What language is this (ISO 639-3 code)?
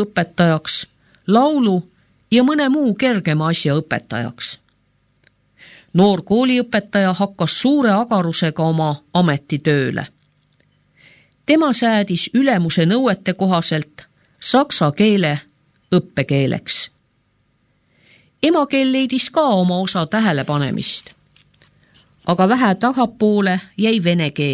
est